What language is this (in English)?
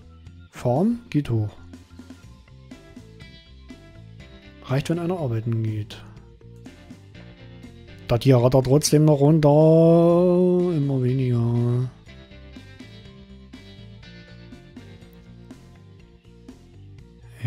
German